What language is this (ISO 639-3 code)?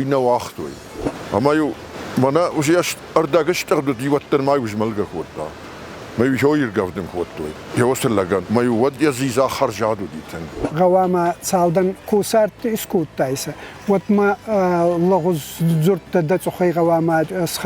oss